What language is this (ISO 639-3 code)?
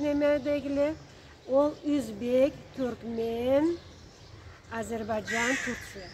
krc